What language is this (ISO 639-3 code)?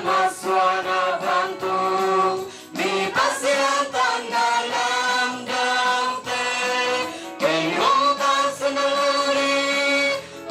ctd